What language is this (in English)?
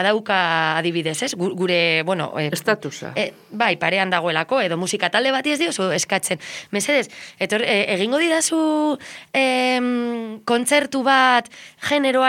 Basque